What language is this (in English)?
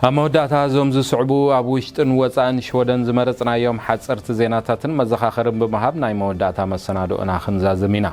Tigrinya